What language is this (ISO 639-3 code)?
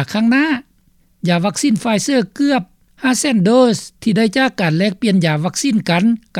lao